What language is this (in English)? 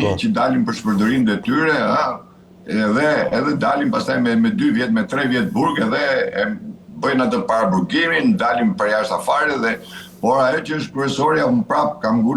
Albanian